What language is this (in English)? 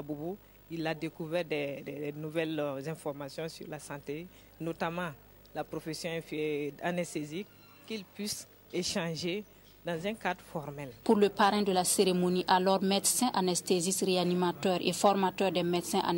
French